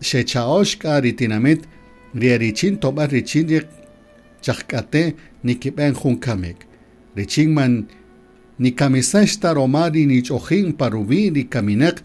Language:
Kaqchikel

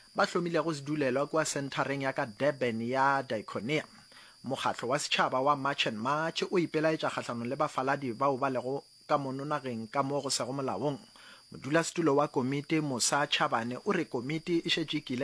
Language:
Northern Sotho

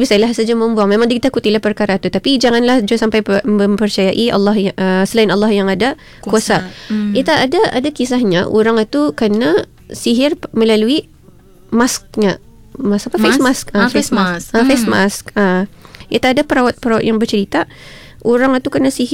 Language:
Malay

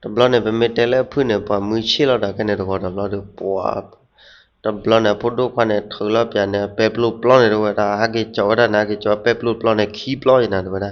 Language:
S'gaw Karen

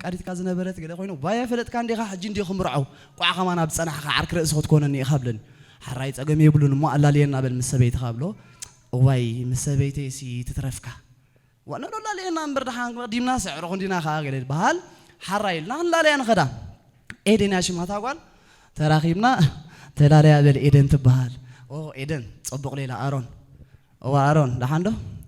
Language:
Tigrinya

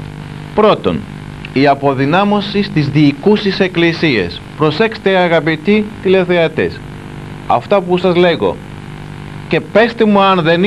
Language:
Greek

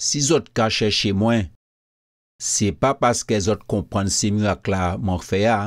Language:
Guadeloupean Creole French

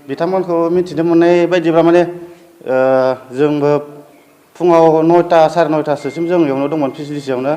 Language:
Bodo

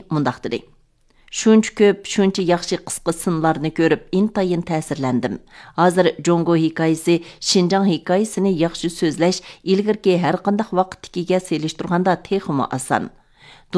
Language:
Uyghur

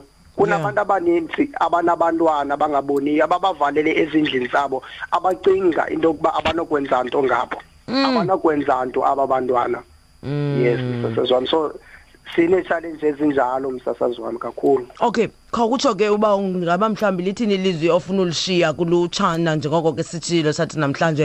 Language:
Xhosa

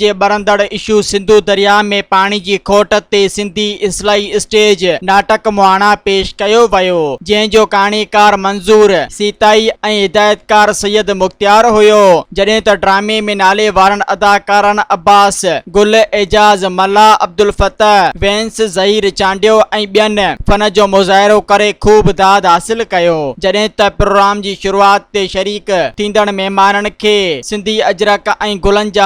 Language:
Sindhi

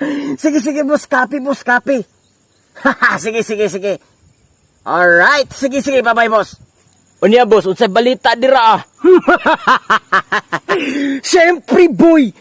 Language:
Cebuano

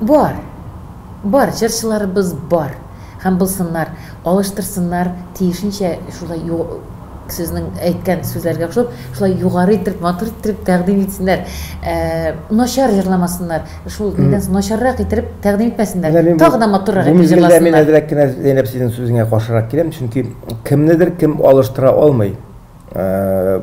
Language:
Tatar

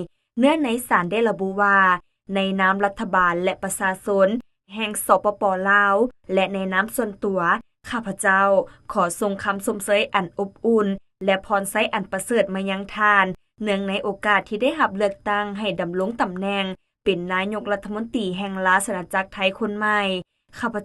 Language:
Lao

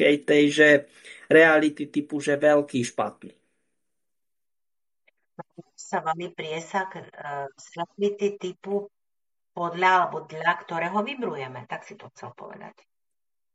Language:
Slovak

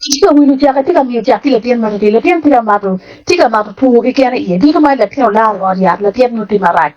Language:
Acoli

